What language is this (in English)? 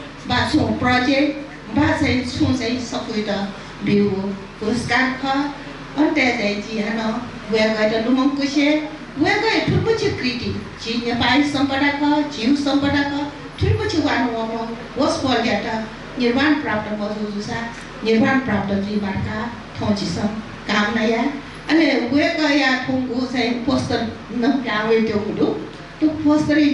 Newari